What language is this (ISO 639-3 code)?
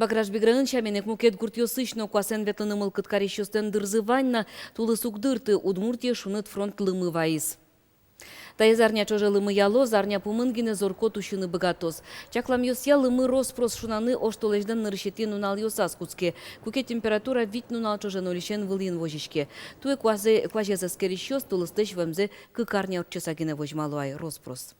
udm